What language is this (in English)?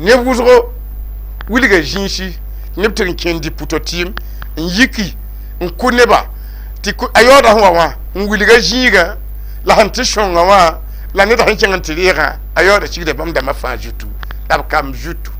Mossi